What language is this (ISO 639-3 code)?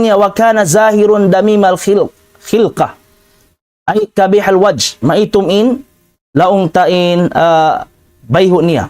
tsg